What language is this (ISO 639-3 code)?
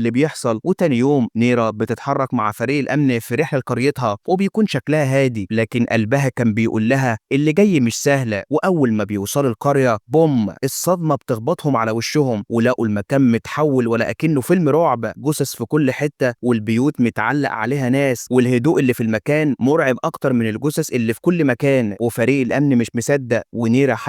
arz